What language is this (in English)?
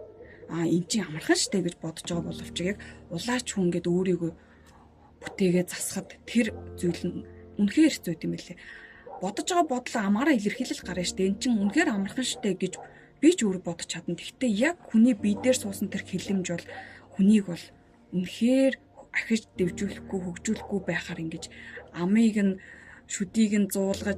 Mongolian